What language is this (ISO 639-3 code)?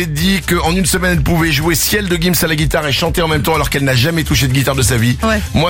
fra